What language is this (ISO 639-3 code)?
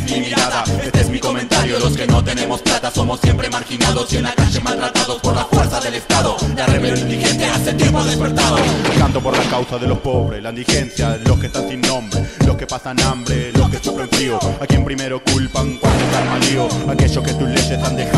spa